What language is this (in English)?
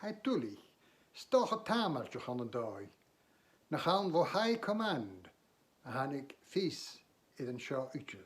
Scottish Gaelic